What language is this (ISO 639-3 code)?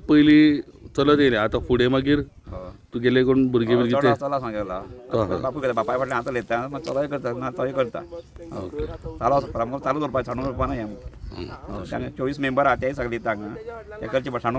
kok